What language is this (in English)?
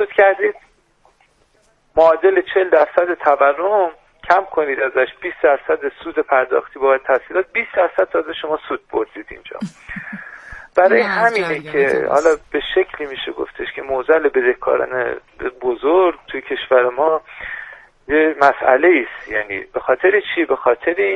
Persian